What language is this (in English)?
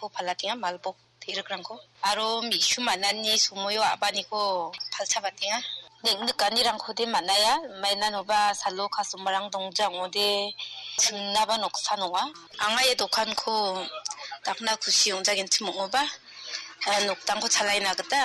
Garo